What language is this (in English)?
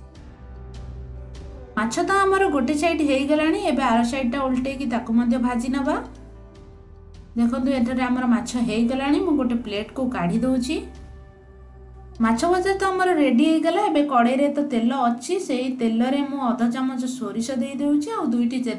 Odia